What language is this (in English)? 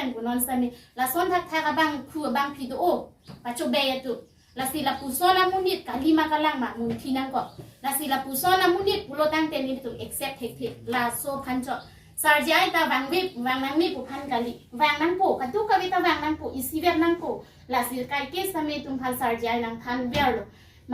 Karbi